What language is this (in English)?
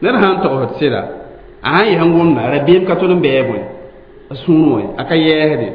Mossi